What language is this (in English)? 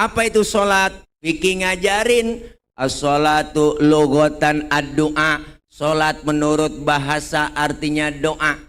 Betawi